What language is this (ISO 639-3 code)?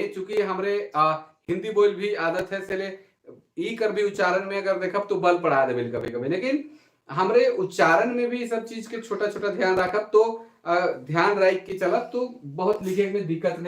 sck